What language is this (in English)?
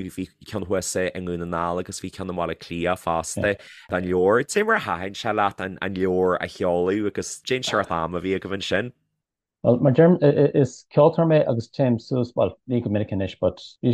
Irish